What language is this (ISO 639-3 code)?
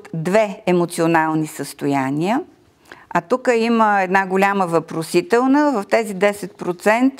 bul